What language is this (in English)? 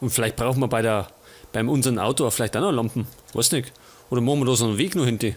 Bavarian